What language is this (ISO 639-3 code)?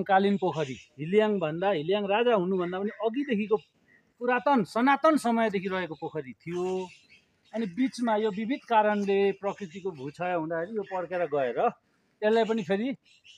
nep